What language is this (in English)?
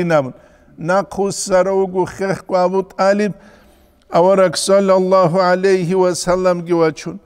Avaric